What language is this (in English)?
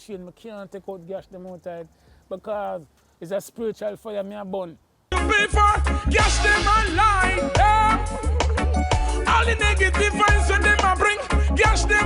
Jamaican Creole English